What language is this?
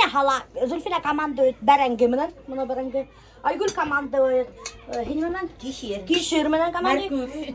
Bashkir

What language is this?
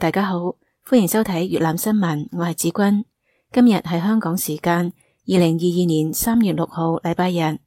Cantonese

